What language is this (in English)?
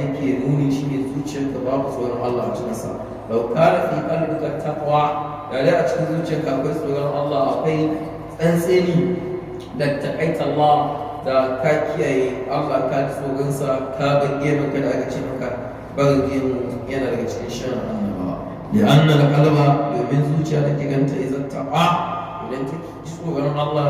Hausa